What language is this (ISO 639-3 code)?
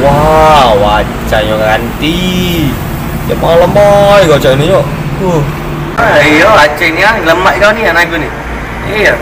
mui